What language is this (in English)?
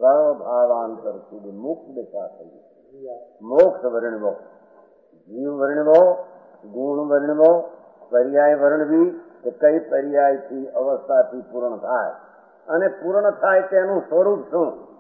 Gujarati